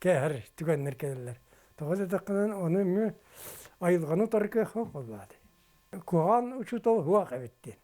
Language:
Yakut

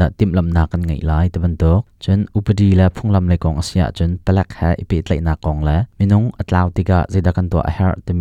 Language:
Hakha Chin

